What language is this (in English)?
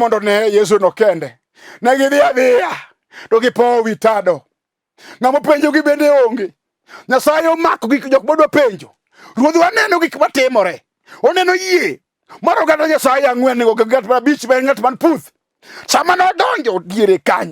Luo (Kenya and Tanzania)